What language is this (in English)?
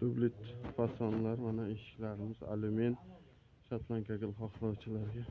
Uzbek